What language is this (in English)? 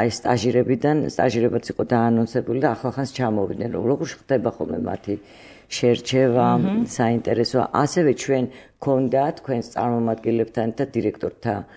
Georgian